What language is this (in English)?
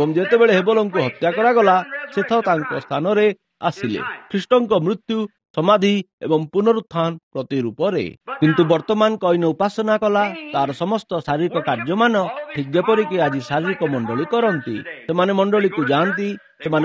Odia